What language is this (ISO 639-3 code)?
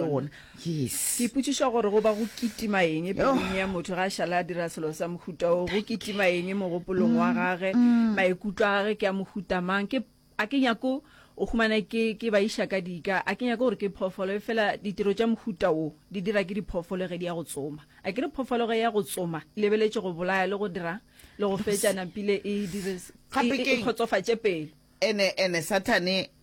nso